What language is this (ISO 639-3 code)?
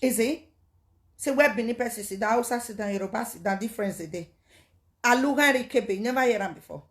pcm